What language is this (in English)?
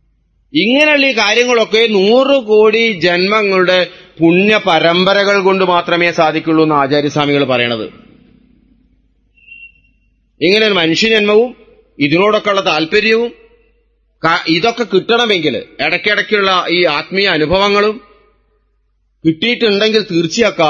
Malayalam